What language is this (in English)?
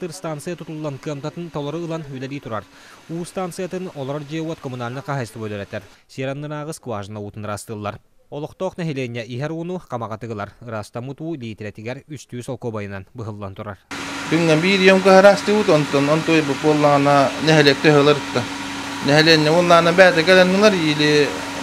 Yakut